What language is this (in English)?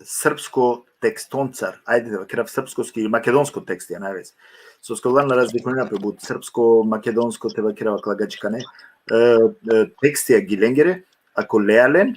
Balkan Romani